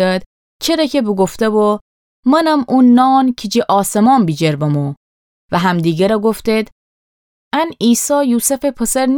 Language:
Gilaki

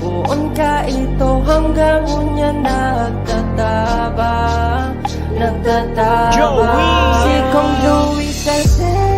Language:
Bikol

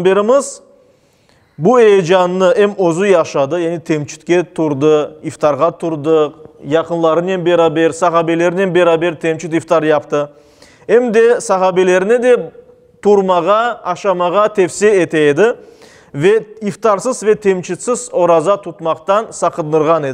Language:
Crimean Tatar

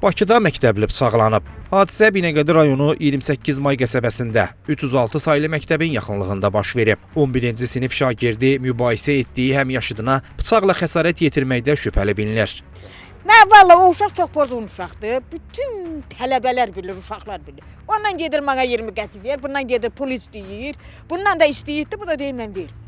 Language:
Azerbaijani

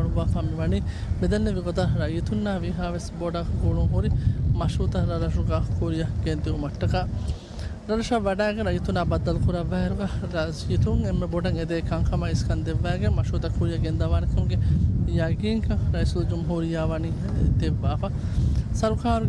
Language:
Divehi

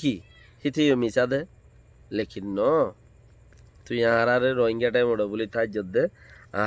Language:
Rohingya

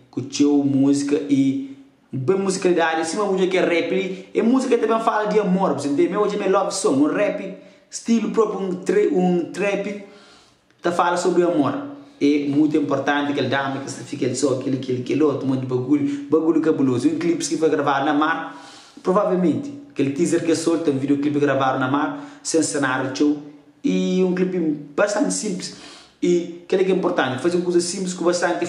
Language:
Kabuverdianu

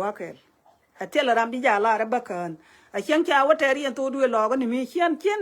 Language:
Nuer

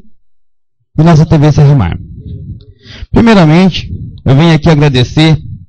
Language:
Portuguese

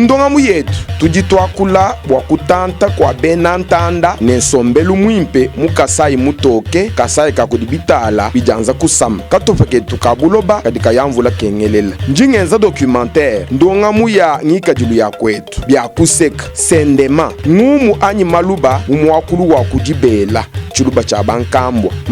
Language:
Luba-Lulua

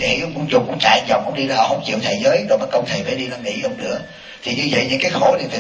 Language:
Vietnamese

